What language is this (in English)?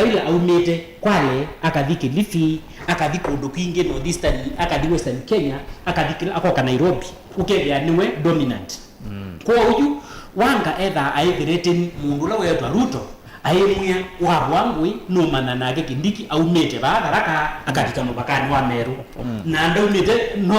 Kamba